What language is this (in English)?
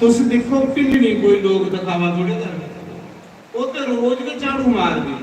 Dogri